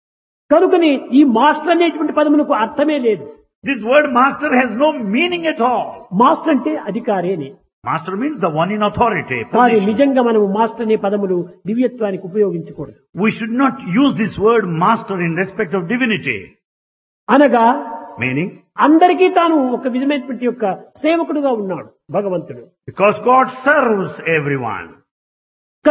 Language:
Telugu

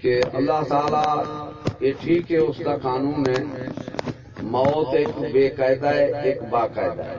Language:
Saraiki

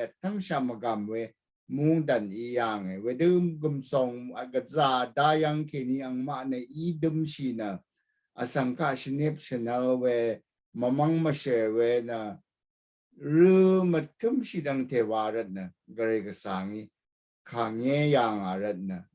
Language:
Rawang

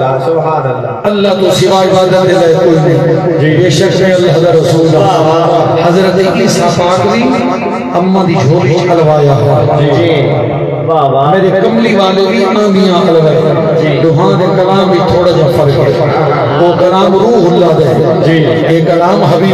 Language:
Saraiki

